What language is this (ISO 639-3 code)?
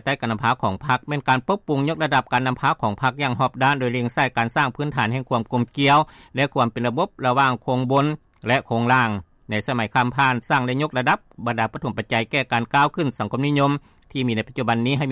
lao